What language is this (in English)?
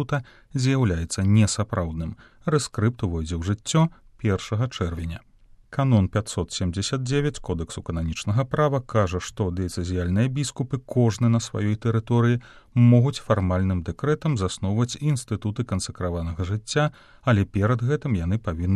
Belarusian